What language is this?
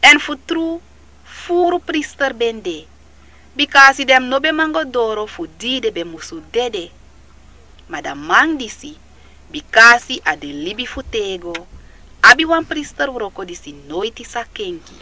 Sranan Tongo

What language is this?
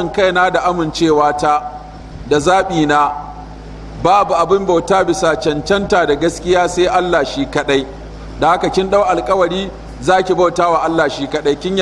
Hausa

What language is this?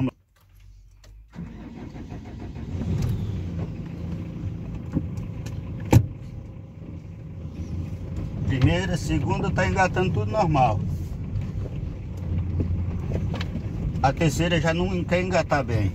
Portuguese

